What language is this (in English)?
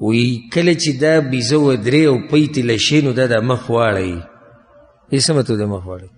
Pashto